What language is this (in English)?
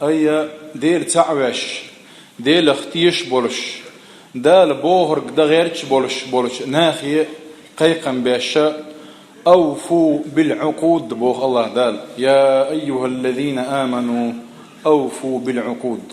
Chechen